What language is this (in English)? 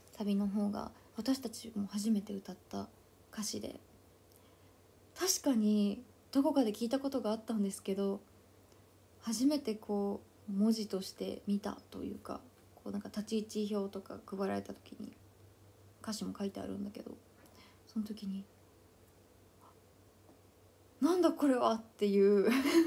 Japanese